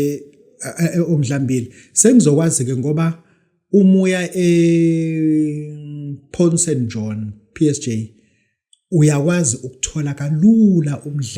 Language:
Zulu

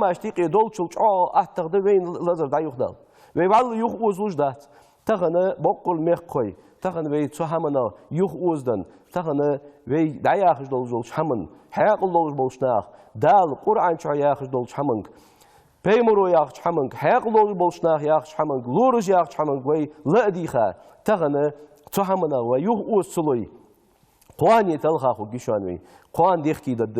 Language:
Ingush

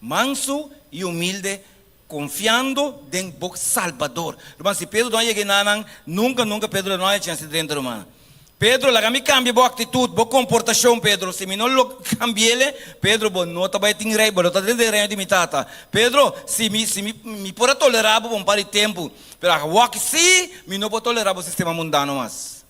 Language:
Papiamento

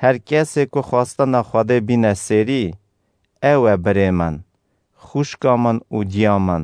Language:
Kurdish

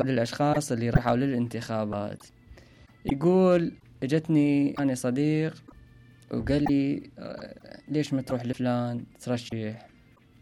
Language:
Mesopotamian Arabic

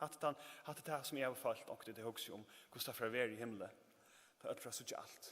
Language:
Faroese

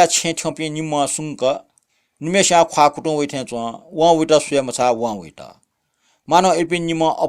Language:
Newari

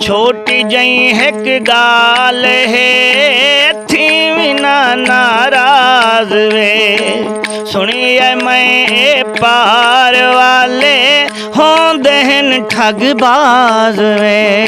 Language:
Saraiki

